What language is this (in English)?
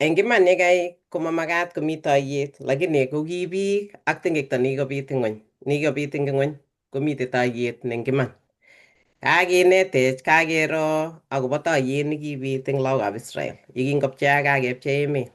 Kalenjin